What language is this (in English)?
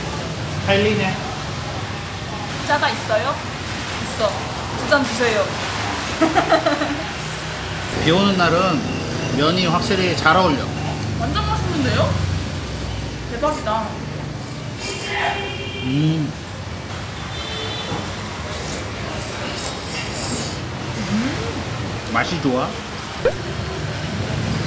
Korean